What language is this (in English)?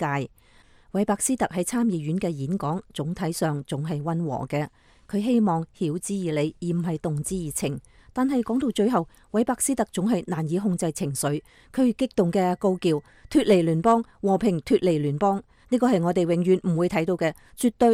Cantonese